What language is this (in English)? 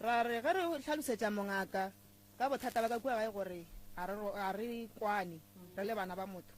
Northern Sotho